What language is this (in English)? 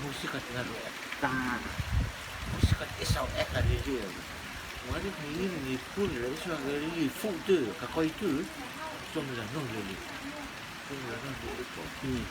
Rotuman